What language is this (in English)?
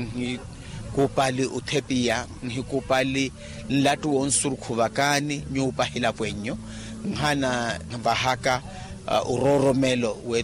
Makhuwa